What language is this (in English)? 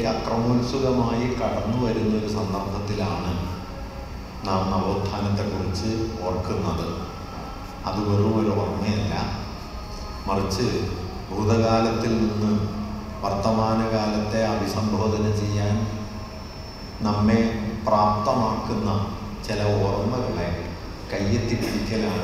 Malayalam